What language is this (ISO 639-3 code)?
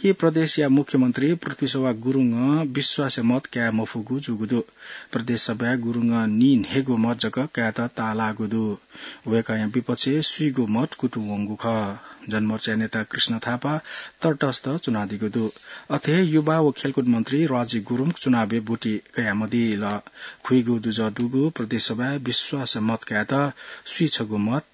new